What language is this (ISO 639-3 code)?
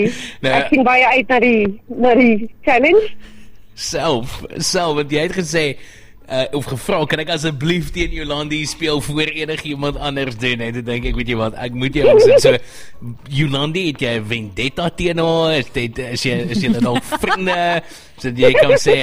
afr